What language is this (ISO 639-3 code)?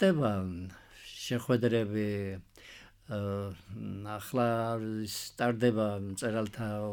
kat